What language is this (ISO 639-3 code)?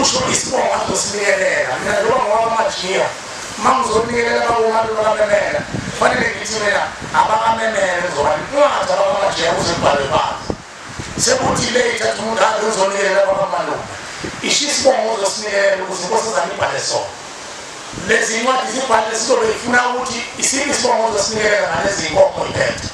zul